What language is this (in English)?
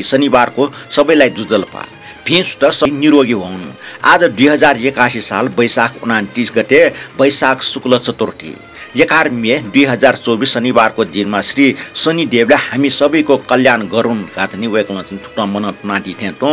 Newari